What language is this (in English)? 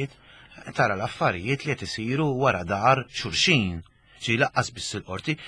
Maltese